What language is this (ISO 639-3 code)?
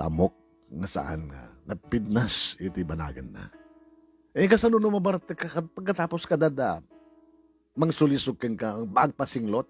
ilo